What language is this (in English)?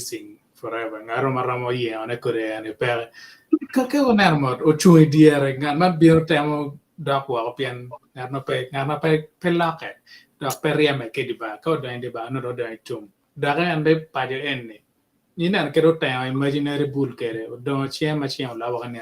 Acoli